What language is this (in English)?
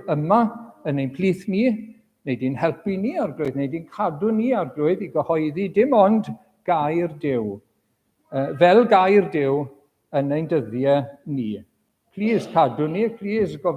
Welsh